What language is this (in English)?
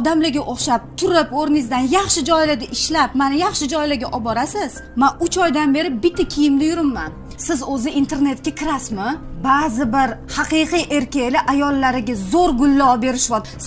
Uzbek